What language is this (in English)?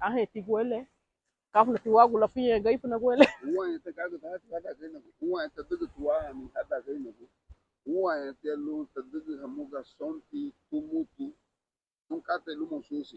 Garifuna